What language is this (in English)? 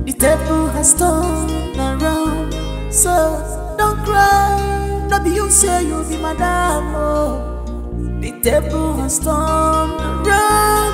Nigerian Pidgin